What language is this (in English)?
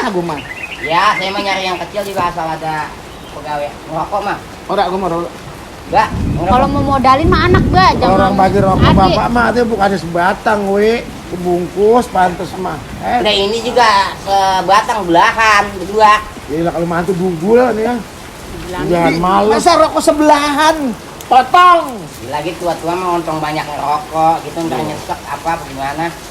Betawi